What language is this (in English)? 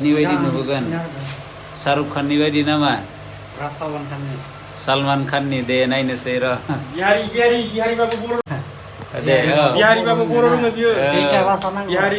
Bodo